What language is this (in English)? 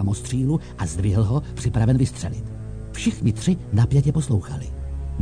Czech